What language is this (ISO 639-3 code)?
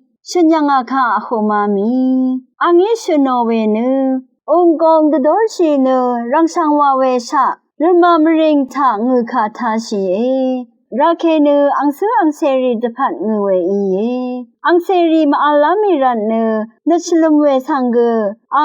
raw